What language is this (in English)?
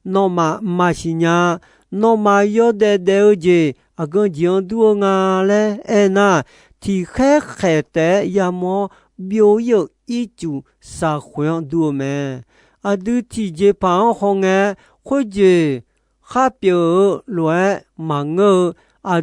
Akha